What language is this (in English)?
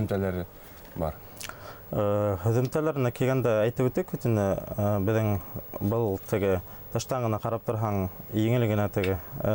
Bashkir